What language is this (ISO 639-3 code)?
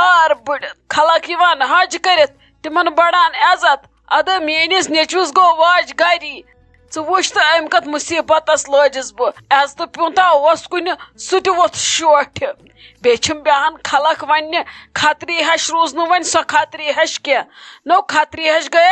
kas